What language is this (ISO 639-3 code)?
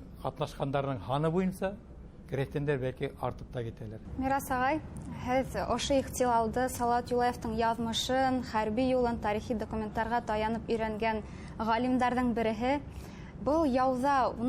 bak